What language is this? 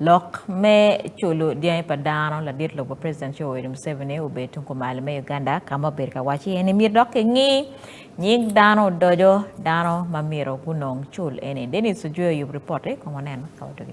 Acoli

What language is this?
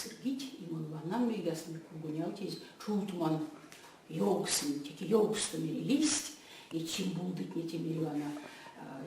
Erzya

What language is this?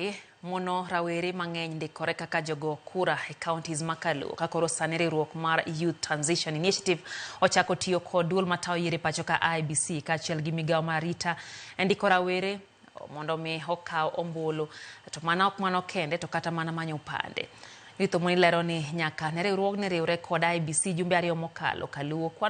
Luo (Kenya and Tanzania)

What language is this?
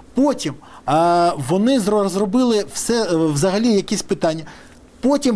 Ukrainian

